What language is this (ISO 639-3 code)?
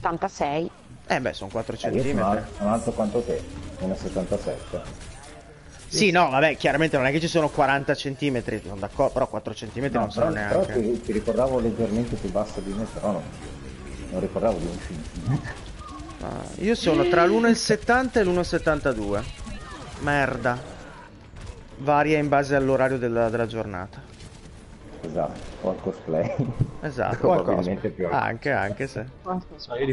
ita